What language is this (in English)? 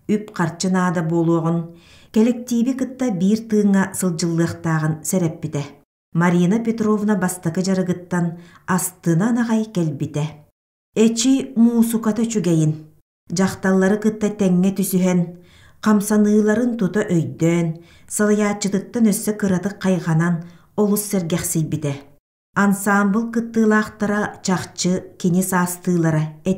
Yakut